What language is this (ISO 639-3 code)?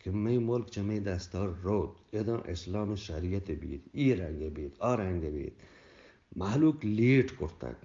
bgp